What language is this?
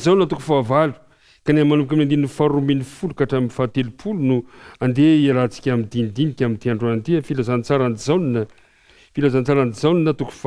Malagasy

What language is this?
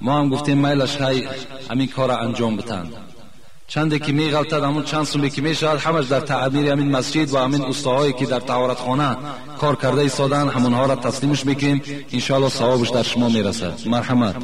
Tajik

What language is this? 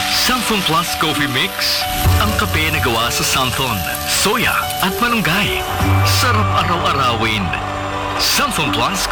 Filipino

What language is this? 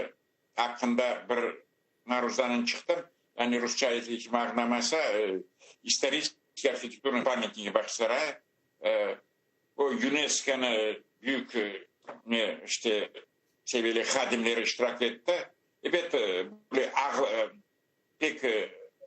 Crimean Tatar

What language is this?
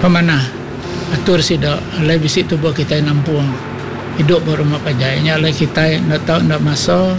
Iban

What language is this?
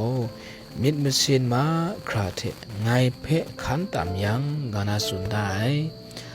Kachin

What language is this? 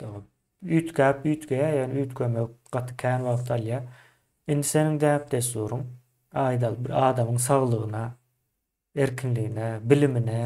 Turkmen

